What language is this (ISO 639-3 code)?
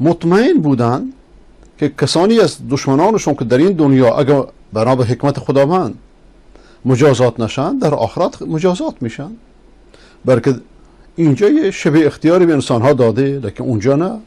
fas